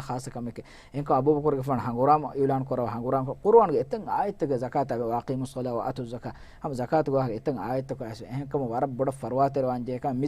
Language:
Divehi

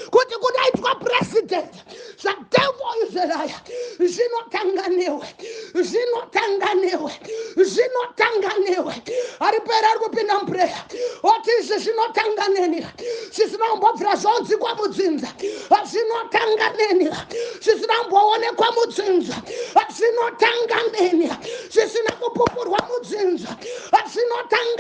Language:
Shona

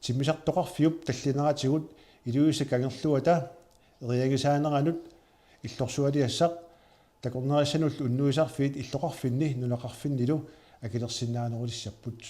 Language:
Kalaallisut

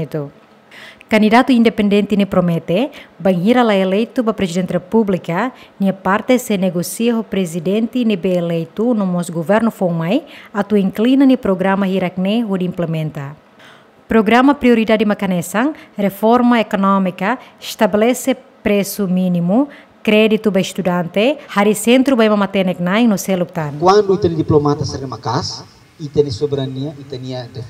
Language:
Tetum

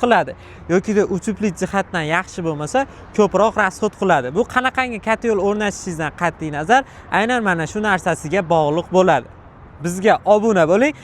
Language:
Uzbek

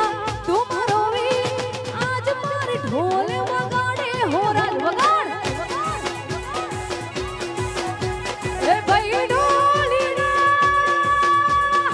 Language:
Gujarati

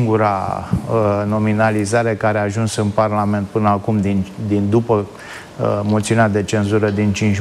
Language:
Romanian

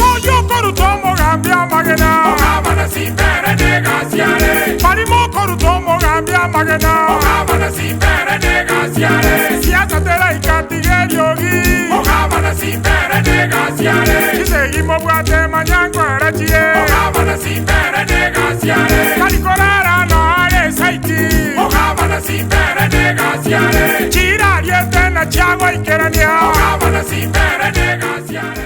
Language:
Gusii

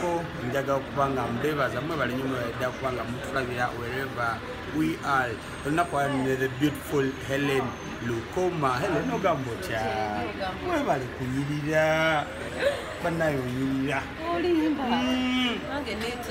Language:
Ganda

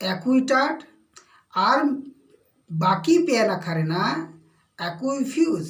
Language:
Santali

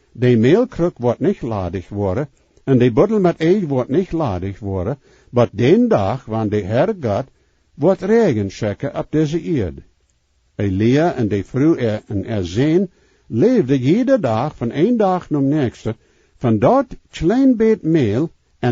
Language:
Plautdietsch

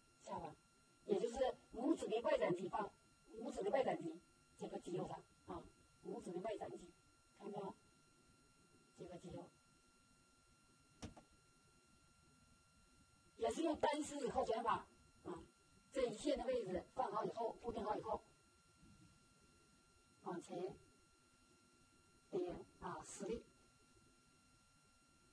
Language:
Chinese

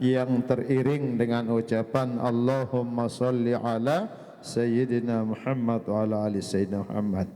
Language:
Sasak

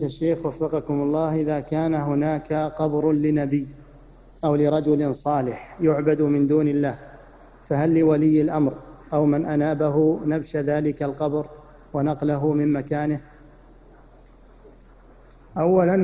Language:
Arabic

